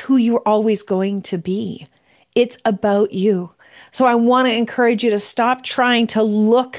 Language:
English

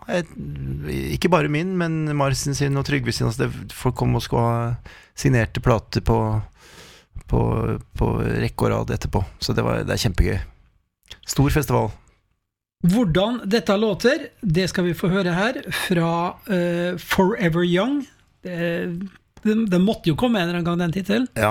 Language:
Norwegian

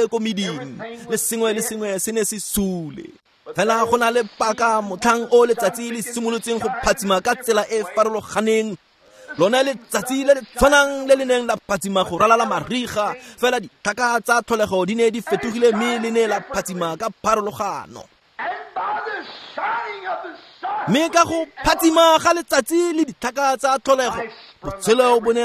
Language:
Tswana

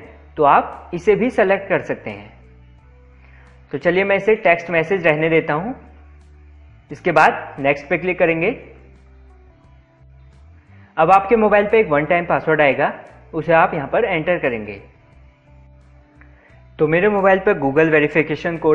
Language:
Hindi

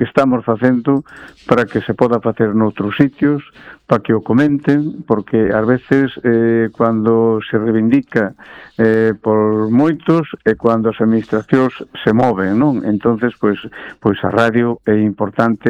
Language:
Galician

